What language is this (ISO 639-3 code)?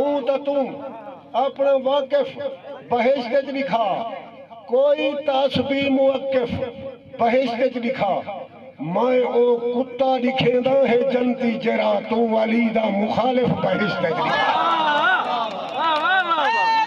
skr